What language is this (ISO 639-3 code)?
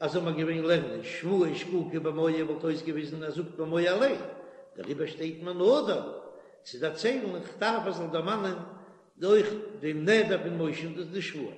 yid